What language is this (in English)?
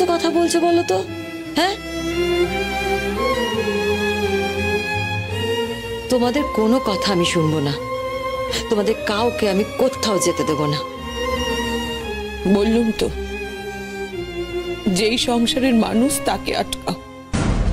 Bangla